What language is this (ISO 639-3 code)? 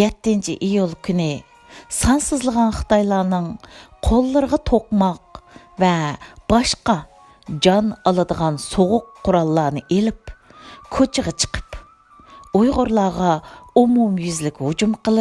uig